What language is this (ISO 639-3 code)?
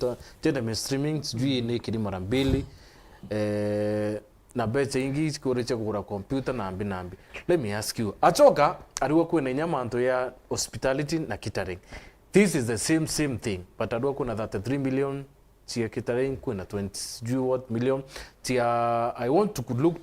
mer